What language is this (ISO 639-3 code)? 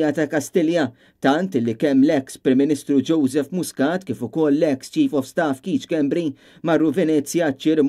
mlt